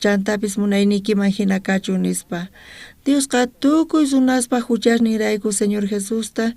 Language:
South Bolivian Quechua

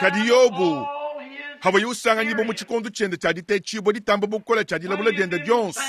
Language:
Luba-Lulua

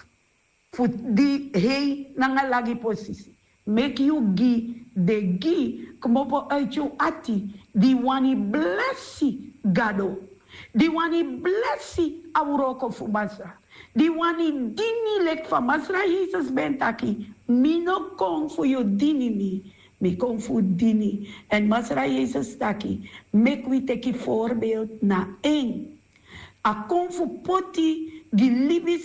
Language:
Sranan Tongo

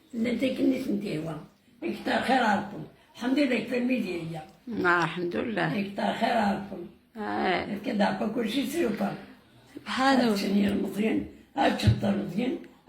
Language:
Kabyle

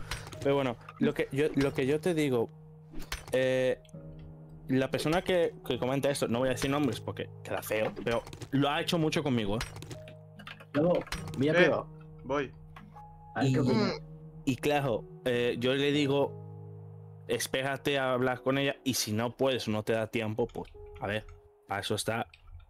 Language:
Spanish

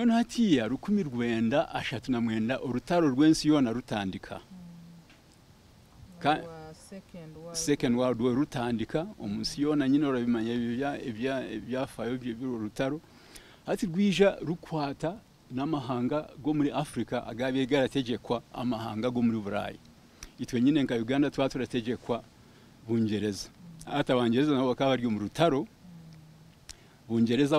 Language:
Kinyarwanda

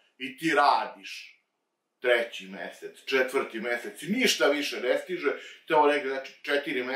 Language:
Serbian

